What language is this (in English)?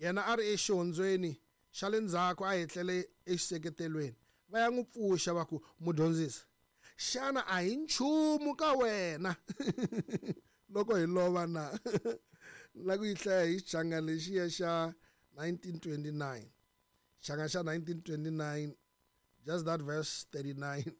Tsonga